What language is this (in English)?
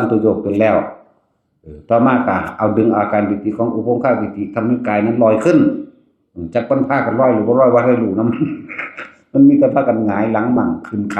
Northeastern Thai